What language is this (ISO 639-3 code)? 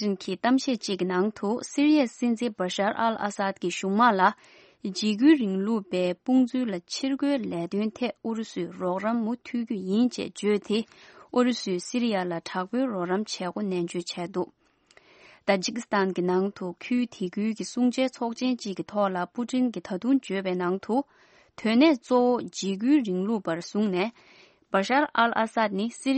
bod